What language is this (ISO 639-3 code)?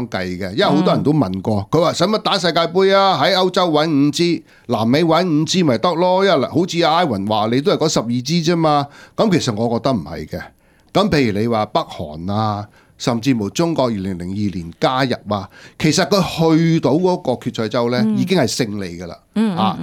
yue